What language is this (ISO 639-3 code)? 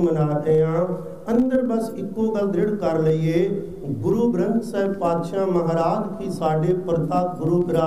pan